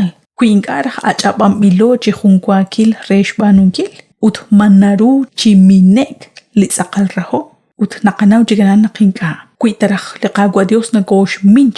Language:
Kekchí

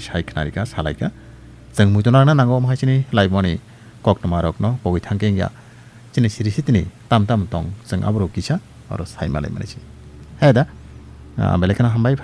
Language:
Kok Borok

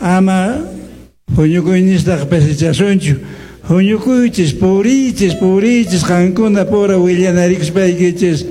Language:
Quechua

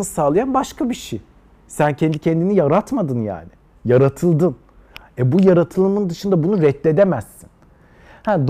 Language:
Turkish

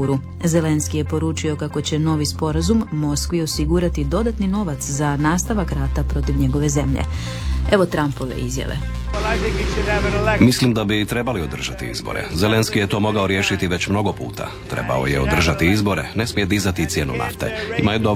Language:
Croatian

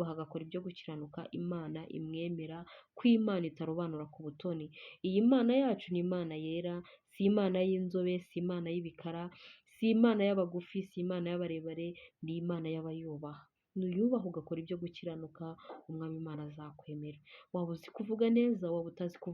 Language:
Kinyarwanda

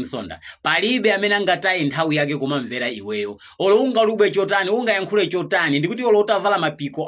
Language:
Nyanja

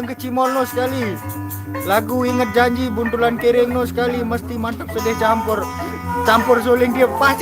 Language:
Sasak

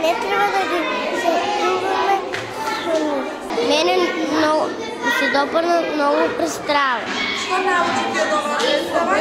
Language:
Macedonian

